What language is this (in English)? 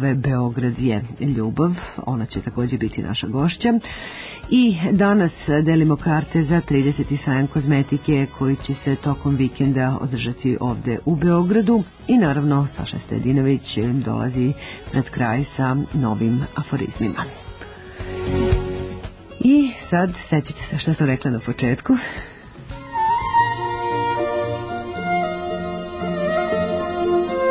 Serbian